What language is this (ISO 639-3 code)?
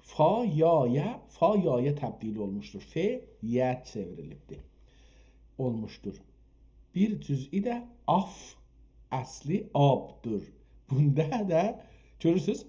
azb